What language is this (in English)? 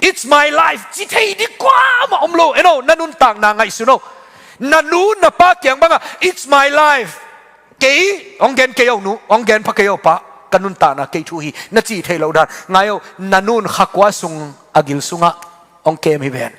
Tedim Chin